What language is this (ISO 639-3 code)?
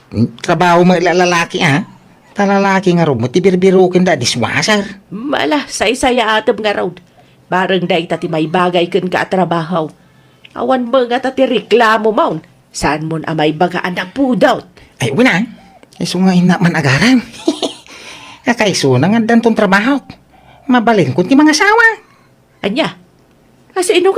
ilo